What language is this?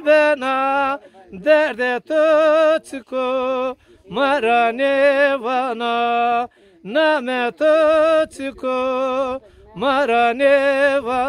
Zaza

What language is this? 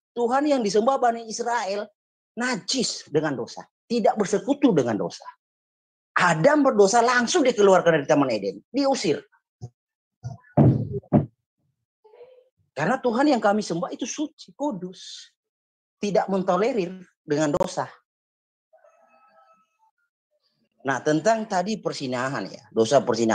Indonesian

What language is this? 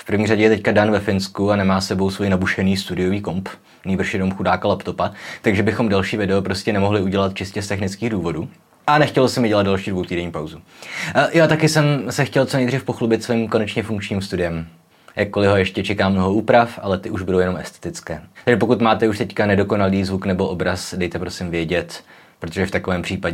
Czech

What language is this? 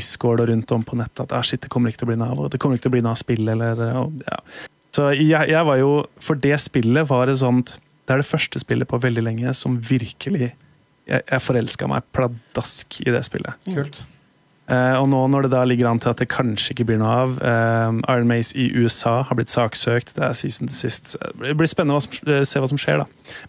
Norwegian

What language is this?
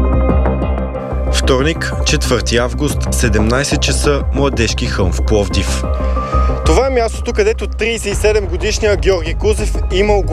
Bulgarian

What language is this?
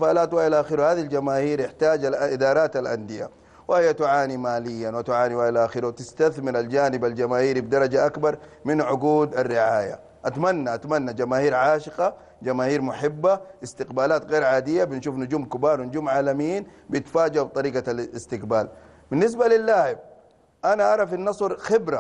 Arabic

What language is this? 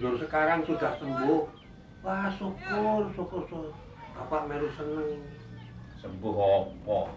Betawi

